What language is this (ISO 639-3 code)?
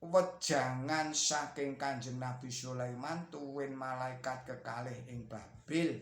jav